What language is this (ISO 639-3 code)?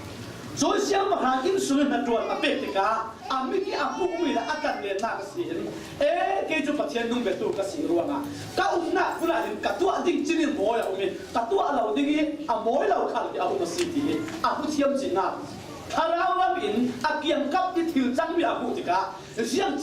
cfm